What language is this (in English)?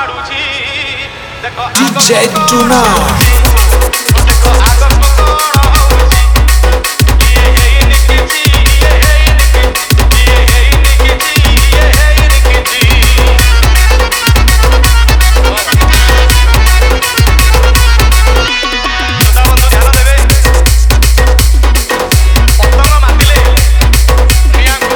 Odia